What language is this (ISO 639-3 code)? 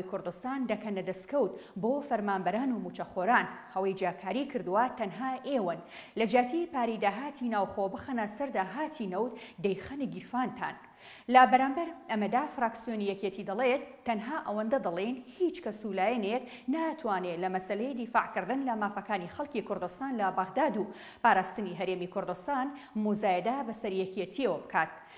ckb